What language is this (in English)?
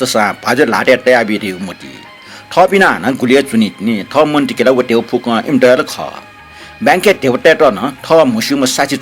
Newari